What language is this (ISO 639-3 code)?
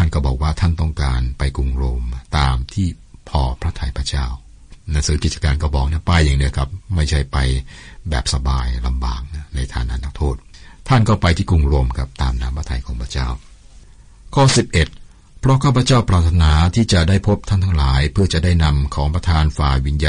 tha